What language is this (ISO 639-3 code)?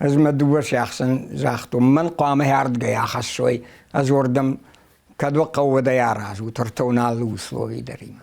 oss